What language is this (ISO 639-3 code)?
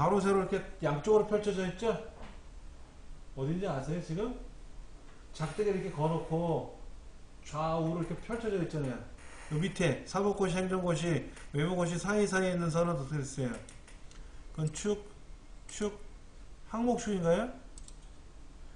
kor